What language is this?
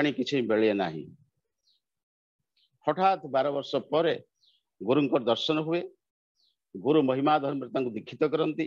Odia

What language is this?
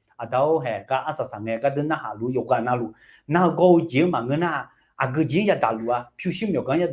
Akha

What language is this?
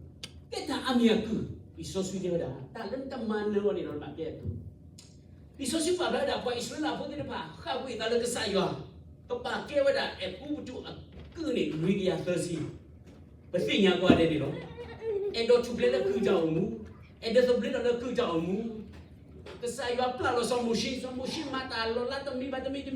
S'gaw Karen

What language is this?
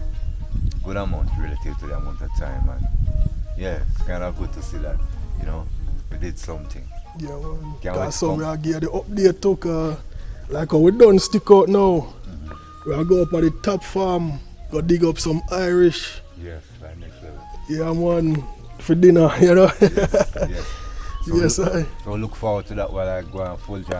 Jamaican Creole English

